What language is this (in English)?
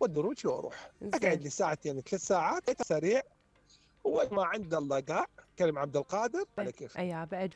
Mesopotamian Arabic